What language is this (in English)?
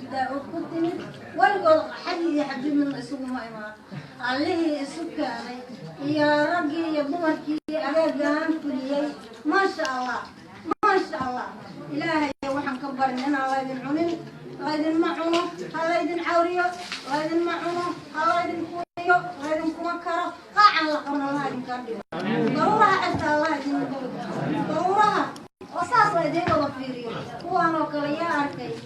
Somali